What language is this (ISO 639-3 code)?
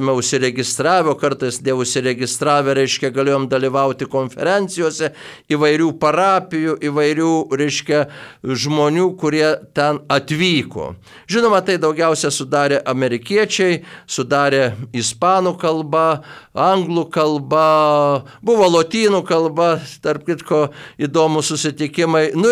lit